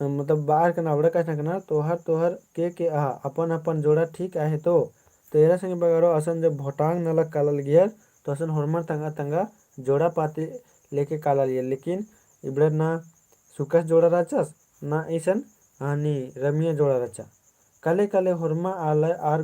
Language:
Kurukh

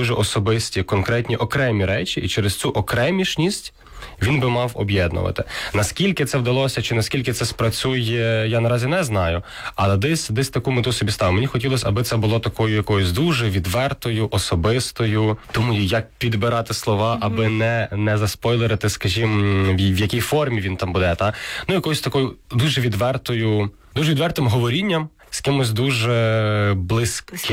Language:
Ukrainian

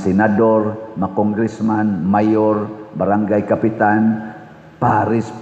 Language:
Cebuano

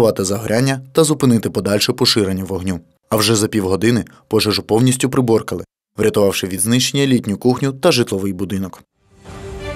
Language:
Ukrainian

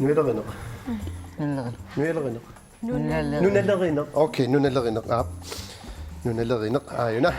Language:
Kalaallisut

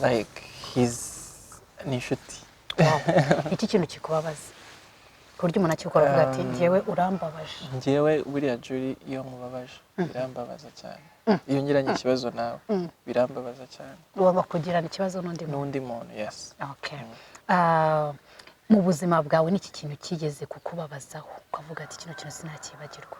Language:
Kinyarwanda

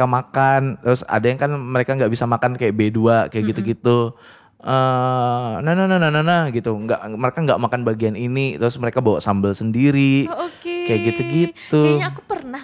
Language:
Indonesian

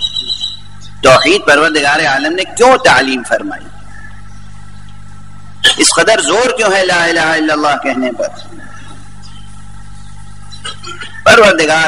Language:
Urdu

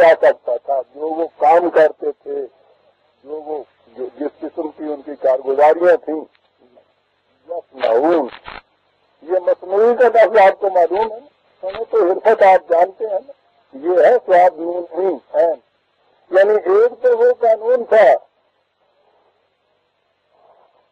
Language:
Urdu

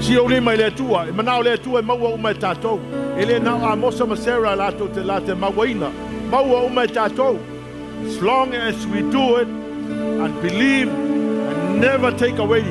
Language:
Samoan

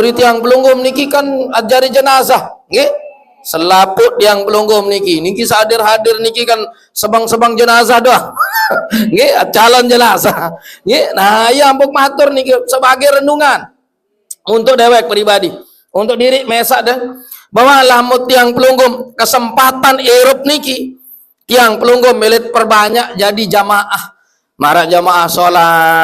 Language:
Sasak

